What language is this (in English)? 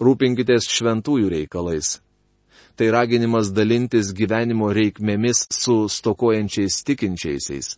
Lithuanian